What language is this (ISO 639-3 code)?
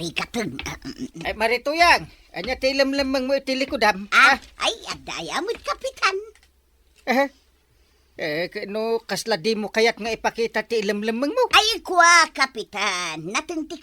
ilo